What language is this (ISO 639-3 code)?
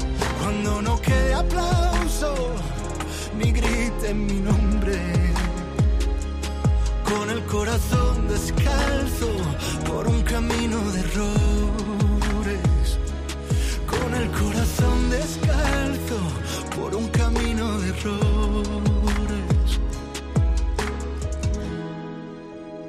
spa